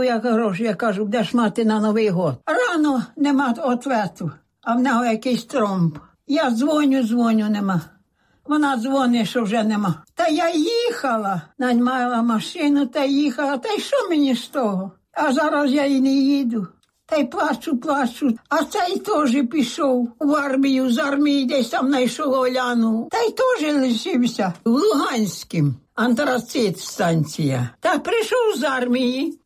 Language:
Ukrainian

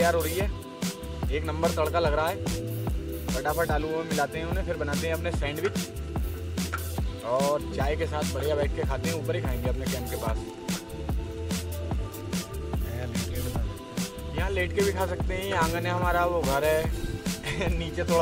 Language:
Hindi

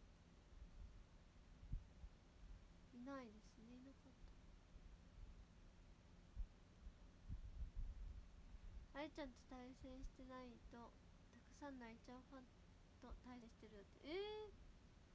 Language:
Japanese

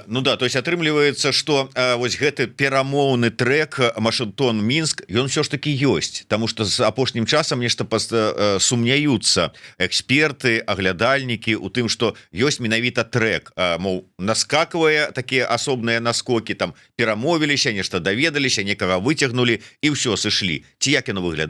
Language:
Belarusian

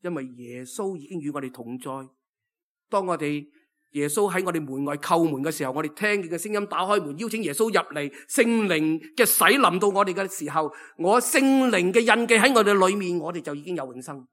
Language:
Cantonese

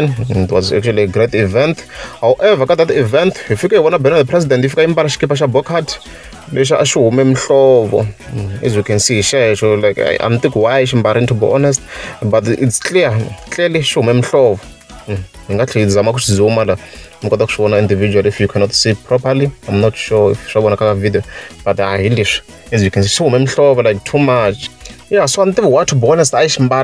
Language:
Tsonga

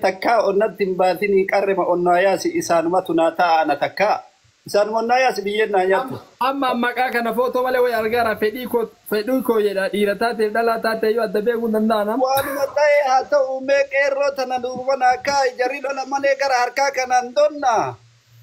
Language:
Oromo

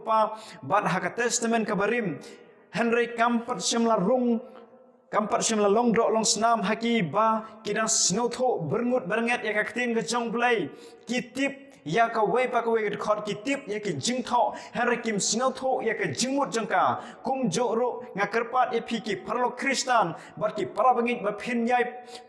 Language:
Khasi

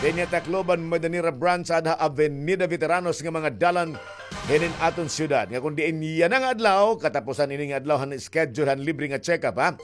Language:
Waray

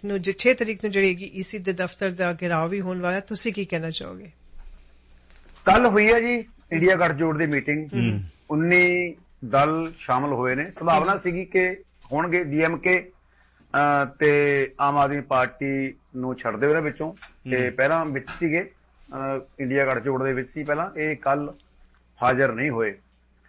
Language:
Punjabi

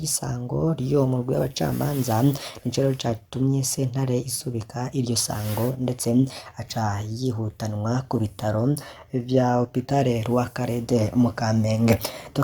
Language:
Rundi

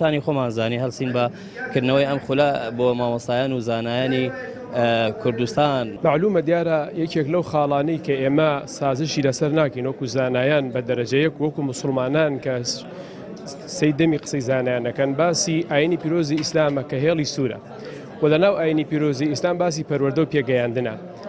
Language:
Central Kurdish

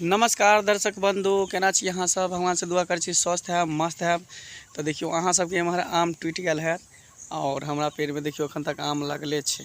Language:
Maithili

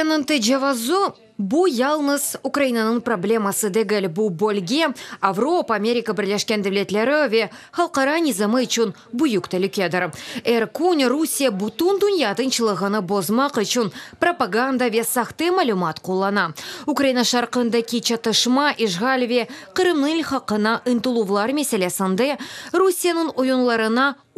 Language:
Crimean Tatar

